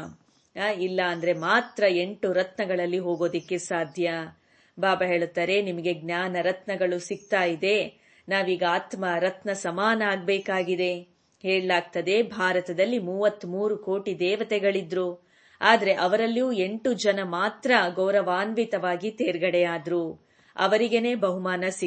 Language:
Kannada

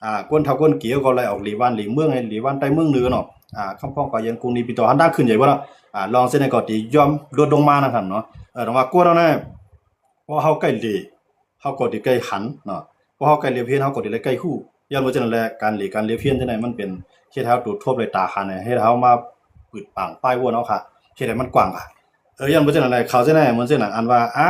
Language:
Shan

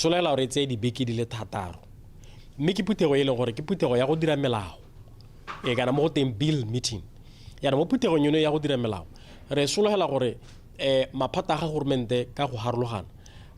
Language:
Tswana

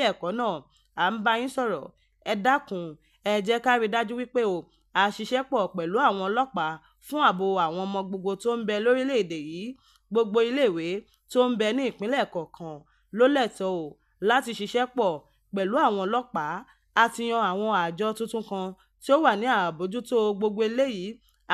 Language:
Yoruba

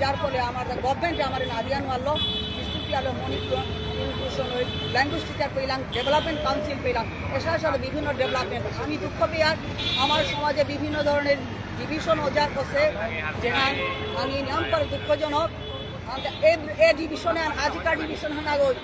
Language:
Bishnupriya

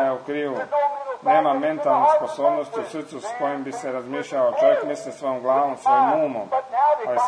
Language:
Croatian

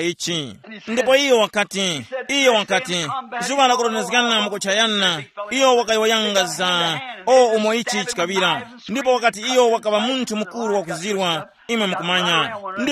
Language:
Tumbuka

